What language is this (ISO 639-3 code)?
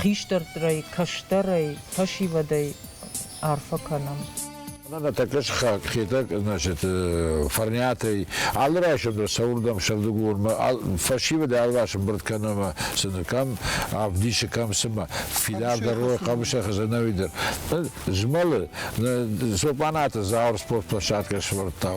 oss